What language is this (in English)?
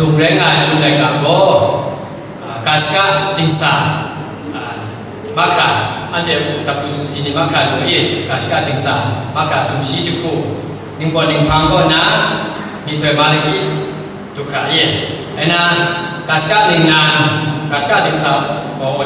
Kachin